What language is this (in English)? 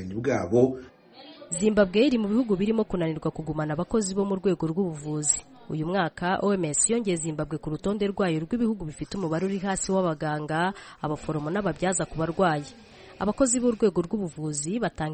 Kinyarwanda